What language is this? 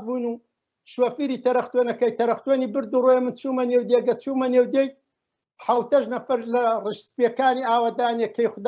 Central Kurdish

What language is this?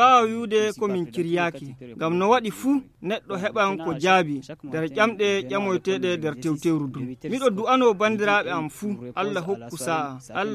Fula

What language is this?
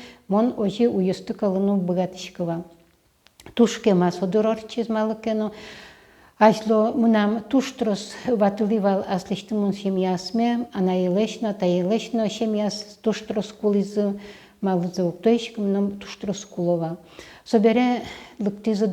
Udmurt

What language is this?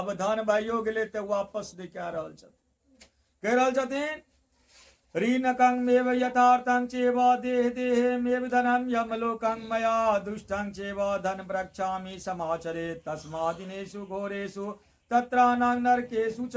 Maithili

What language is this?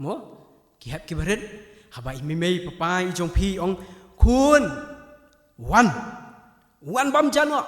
Khasi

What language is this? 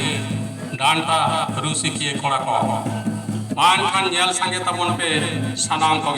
Santali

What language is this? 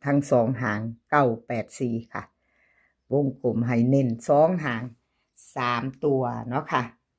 Northeastern Thai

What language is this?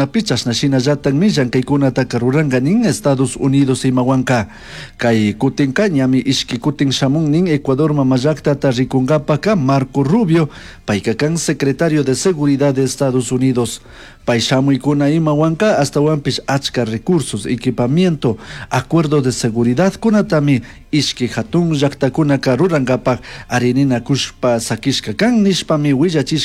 Chimborazo Highland Quichua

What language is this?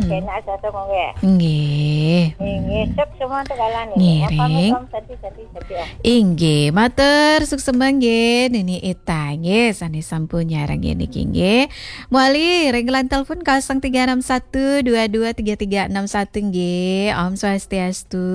Balinese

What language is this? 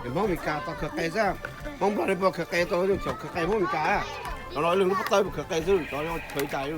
Hmong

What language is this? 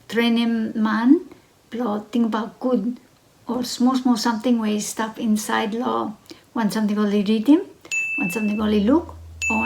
Bislama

